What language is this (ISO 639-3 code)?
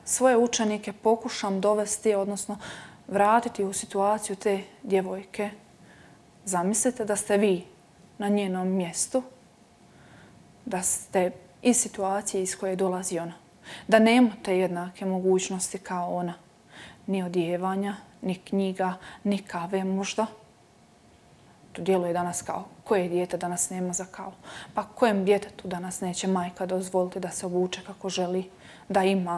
hrv